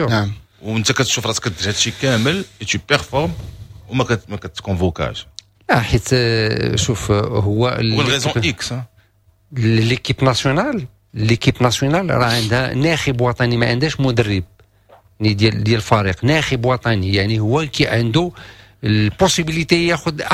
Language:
Moroccan Arabic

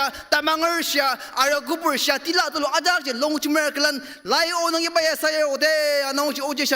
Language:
Ao Naga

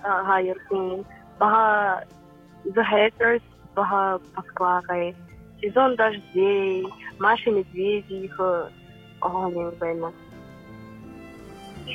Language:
Buriat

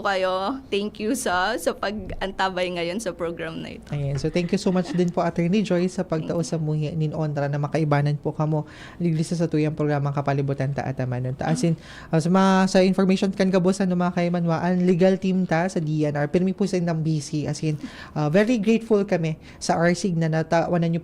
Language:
Bikol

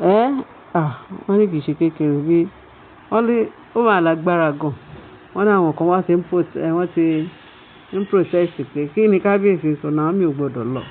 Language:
Yoruba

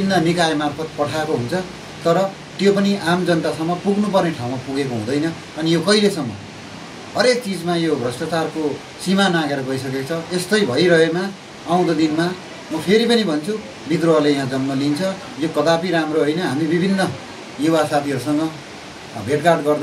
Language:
Nepali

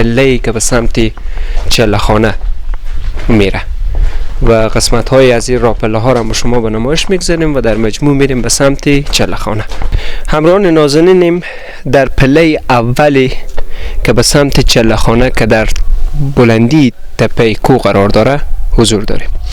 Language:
Persian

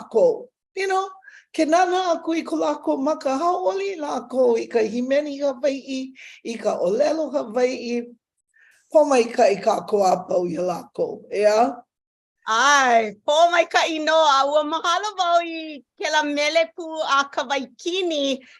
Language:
Hawaiian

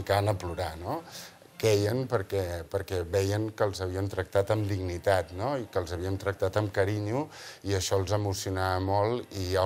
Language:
Catalan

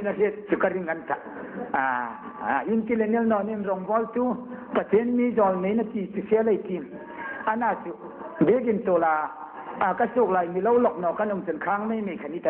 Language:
Hmar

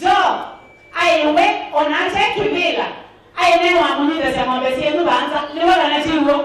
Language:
Kamba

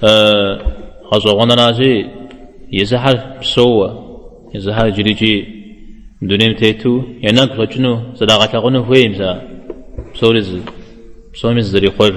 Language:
Kabardian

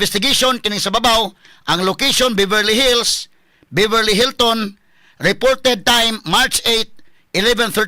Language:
Cebuano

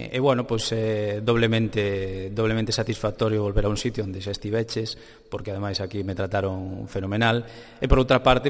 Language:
Galician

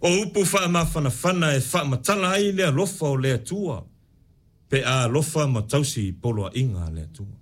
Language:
Samoan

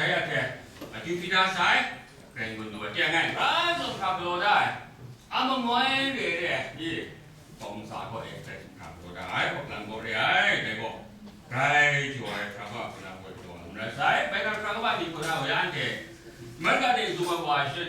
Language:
Kachin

